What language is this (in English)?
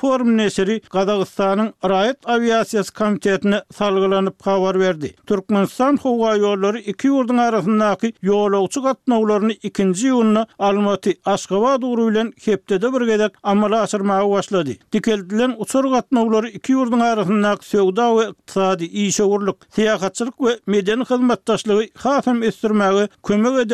Turkmen